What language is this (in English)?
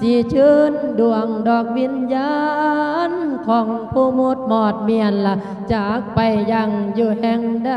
Lao